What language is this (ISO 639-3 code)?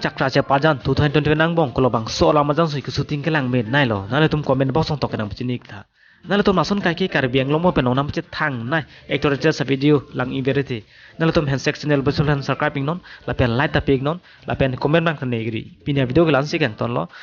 mjw